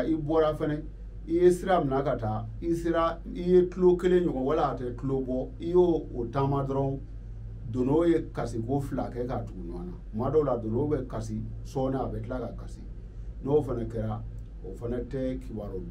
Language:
Bambara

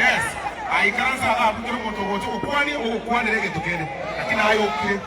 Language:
Gusii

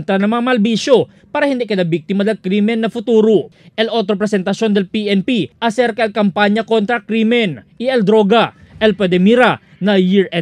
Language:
Chavacano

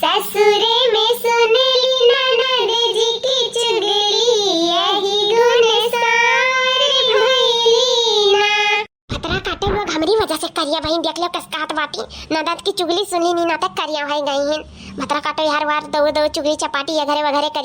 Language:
Awadhi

